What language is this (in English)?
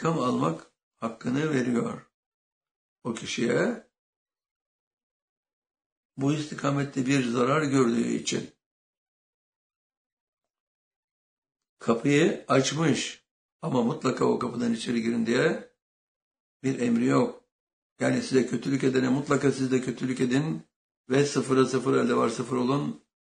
Turkish